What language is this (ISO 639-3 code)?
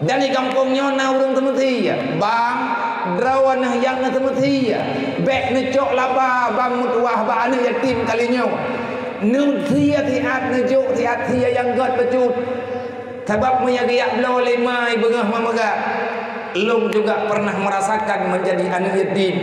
ace